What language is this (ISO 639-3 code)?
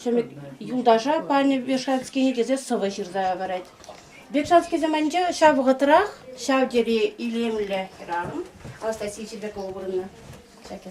chv